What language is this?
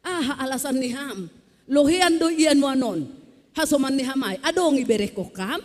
Batak Simalungun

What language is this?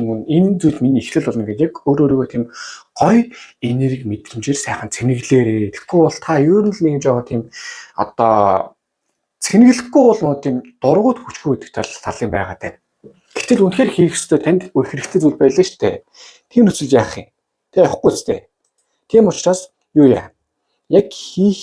Mongolian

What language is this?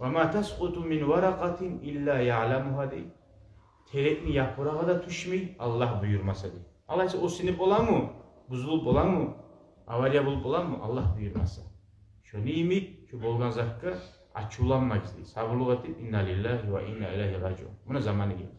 Kumyk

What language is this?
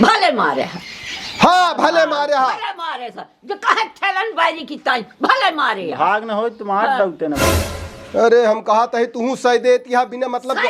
Awadhi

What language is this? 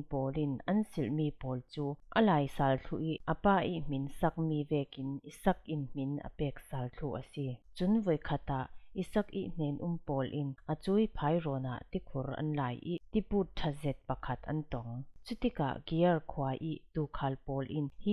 Falam Chin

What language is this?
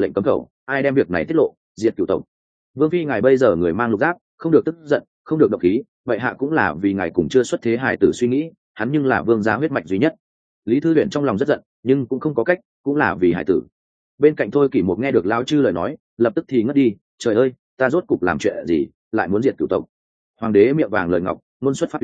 Vietnamese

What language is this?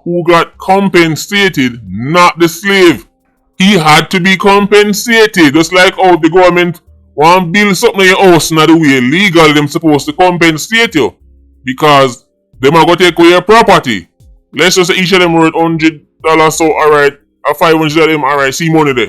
Jamaican Creole English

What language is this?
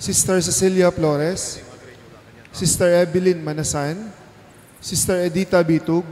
Pampanga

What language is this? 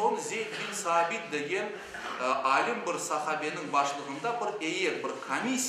Crimean Tatar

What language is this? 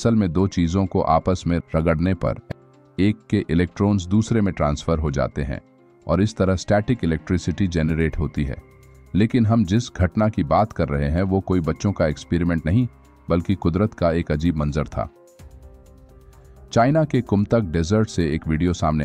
Hindi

